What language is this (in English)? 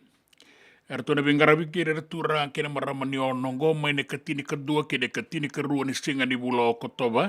Fijian